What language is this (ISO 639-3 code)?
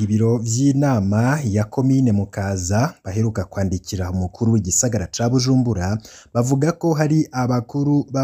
run